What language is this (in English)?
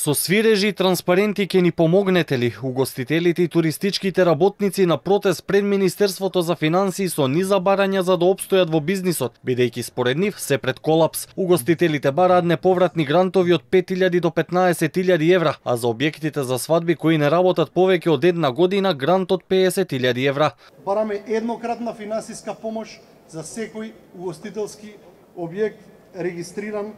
Macedonian